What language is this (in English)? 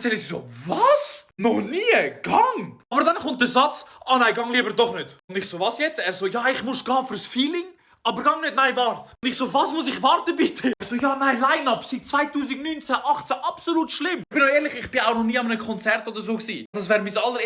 Swiss German